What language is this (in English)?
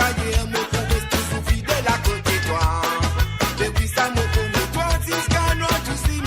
Morisyen